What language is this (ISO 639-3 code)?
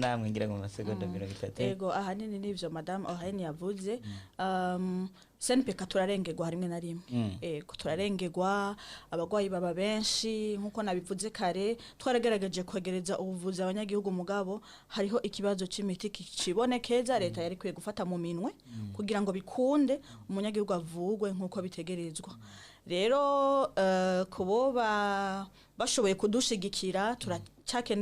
run